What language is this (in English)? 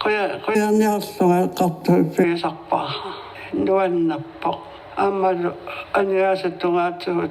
Kalaallisut